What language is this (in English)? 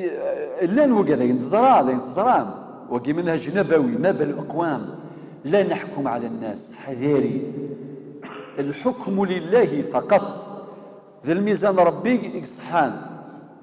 Kabyle